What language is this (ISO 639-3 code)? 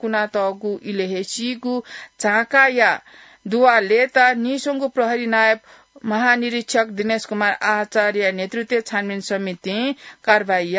new